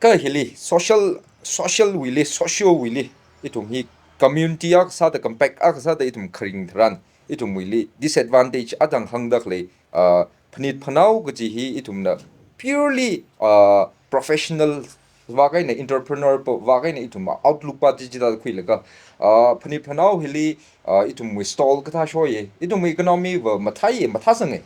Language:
Tangkhul Naga (India)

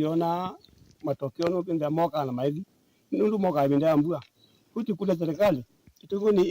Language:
Kamba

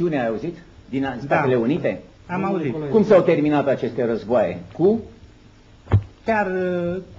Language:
Romanian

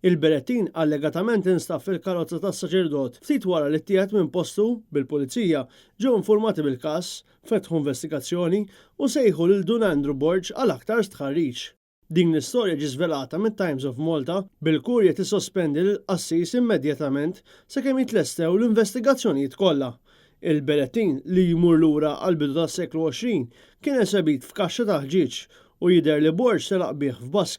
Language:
Maltese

